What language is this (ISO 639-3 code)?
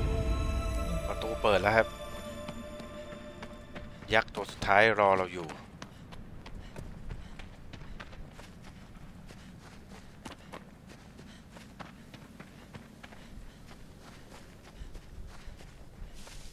tha